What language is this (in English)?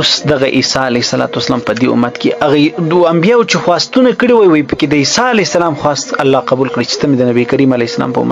Pashto